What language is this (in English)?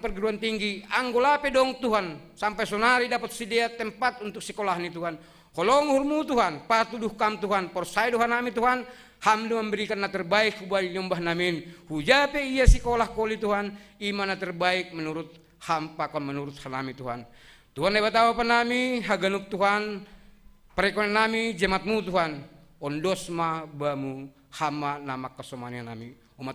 Batak Simalungun